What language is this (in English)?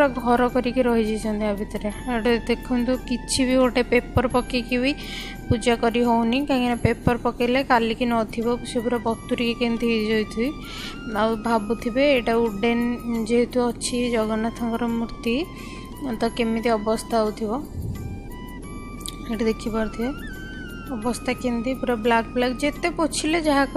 Odia